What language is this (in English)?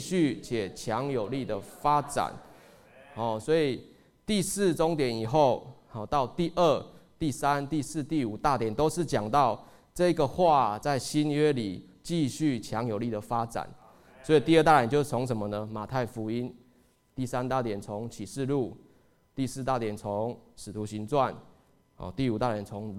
Chinese